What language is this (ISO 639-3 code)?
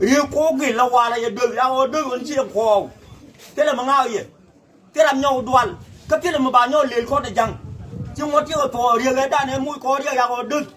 nus